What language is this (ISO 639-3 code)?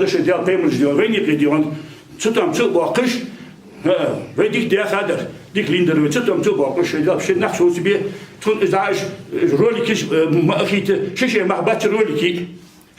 inh